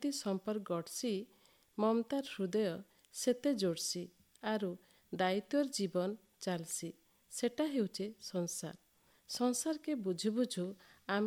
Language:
Odia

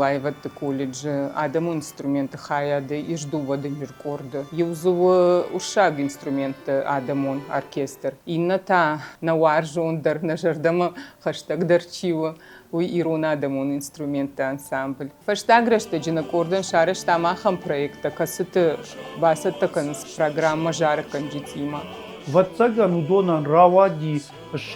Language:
Ossetic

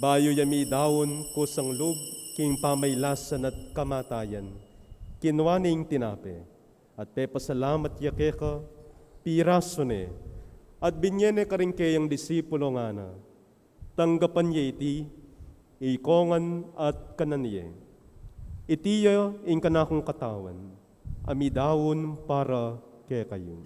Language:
Pampanga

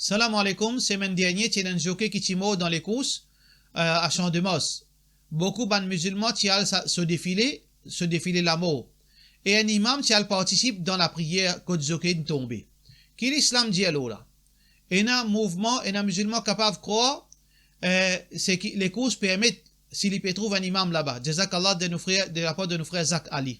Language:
Morisyen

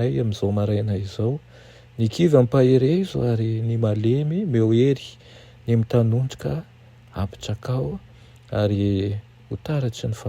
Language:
Malagasy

